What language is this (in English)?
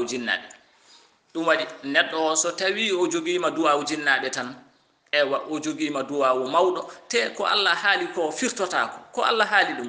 Fula